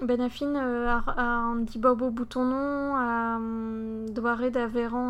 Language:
Breton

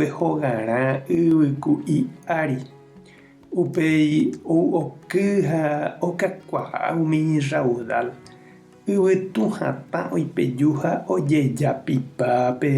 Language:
Guarani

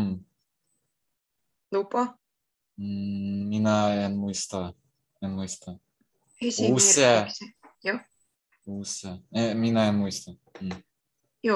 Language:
Finnish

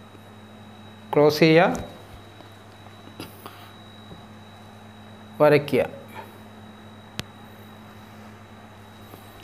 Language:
Malayalam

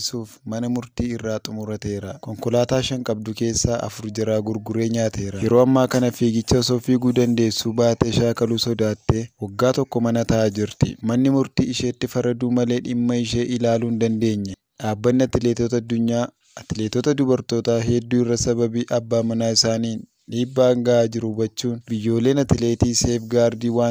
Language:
Oromo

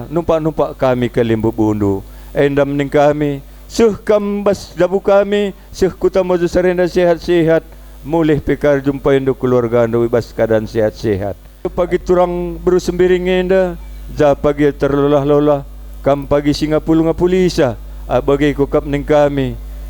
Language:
Batak Karo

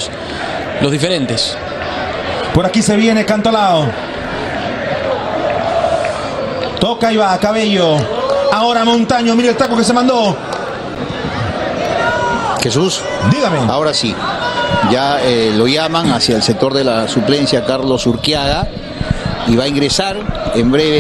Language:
Spanish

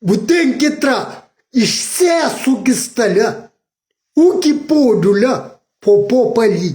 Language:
Kabuverdianu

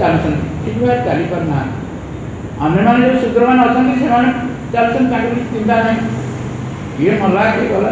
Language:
Odia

